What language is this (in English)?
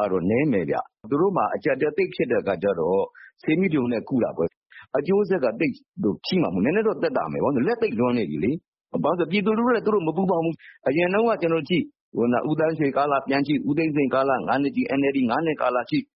Burmese